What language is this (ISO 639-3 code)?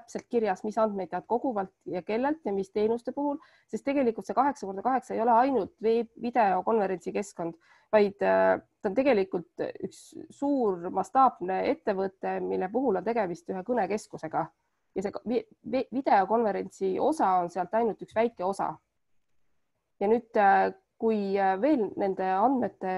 est